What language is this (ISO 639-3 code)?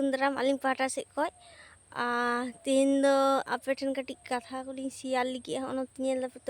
sat